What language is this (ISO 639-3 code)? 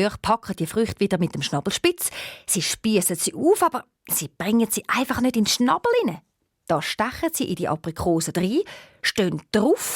gsw